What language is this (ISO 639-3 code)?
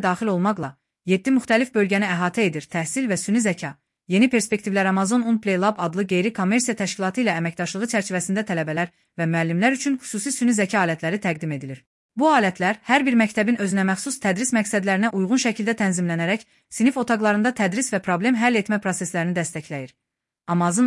aze